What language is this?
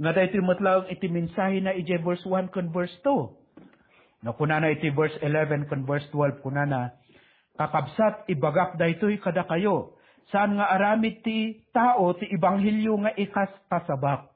Iloko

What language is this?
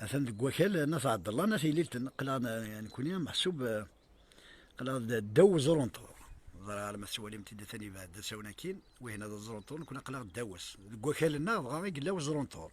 Kabyle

